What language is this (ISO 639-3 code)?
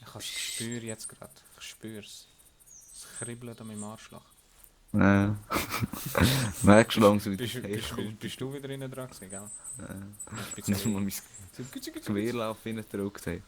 gsw